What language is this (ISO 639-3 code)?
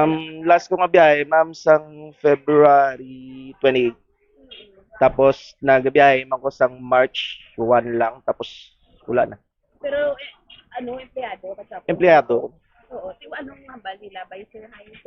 hil